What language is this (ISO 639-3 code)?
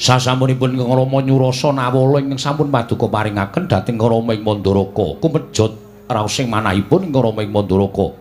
jav